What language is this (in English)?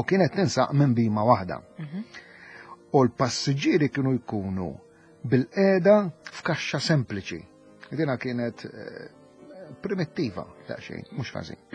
Maltese